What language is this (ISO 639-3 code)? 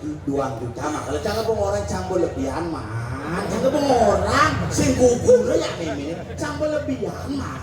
ban